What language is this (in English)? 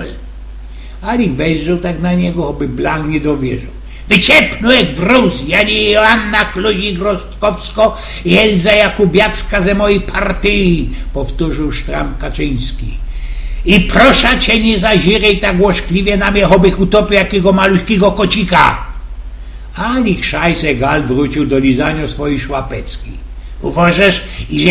Silesian